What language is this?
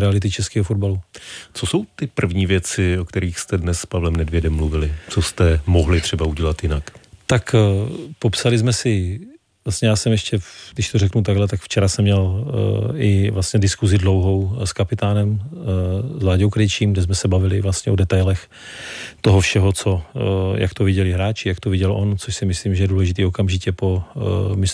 Czech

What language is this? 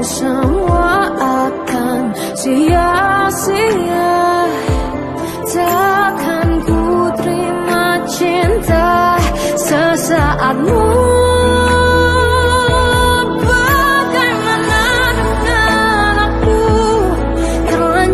Indonesian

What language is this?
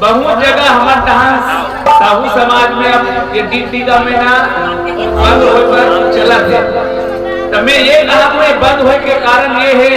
Chhattisgarhi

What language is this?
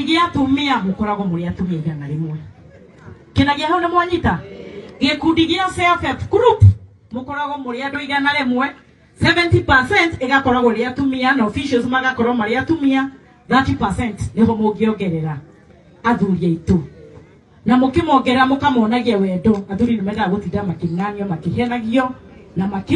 Kikuyu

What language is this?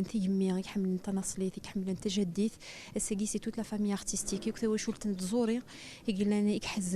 Kabyle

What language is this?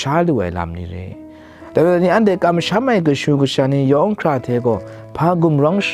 Kachin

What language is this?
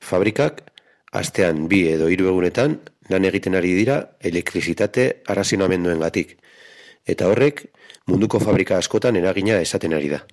Basque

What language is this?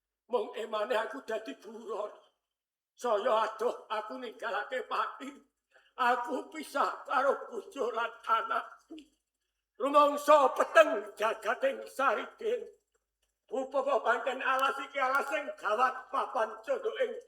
Javanese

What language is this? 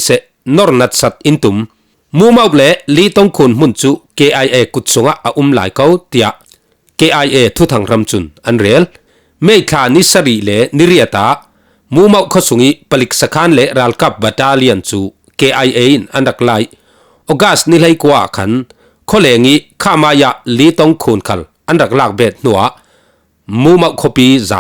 Falam Chin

